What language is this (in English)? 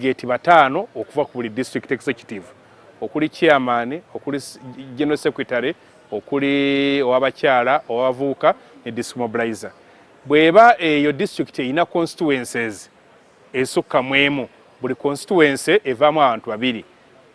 Ganda